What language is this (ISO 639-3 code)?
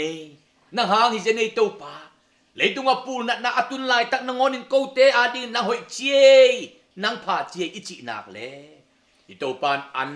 ctd